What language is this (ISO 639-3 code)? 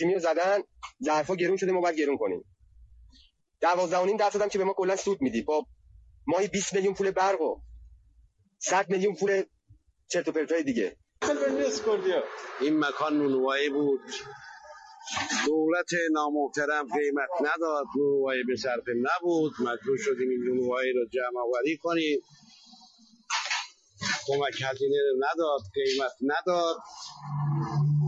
fas